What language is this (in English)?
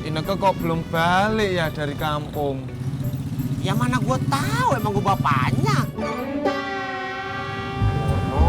Betawi